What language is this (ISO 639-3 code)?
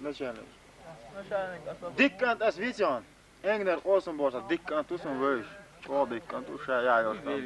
che